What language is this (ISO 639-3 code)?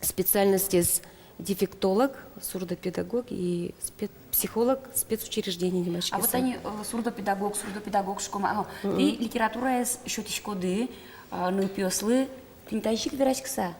udm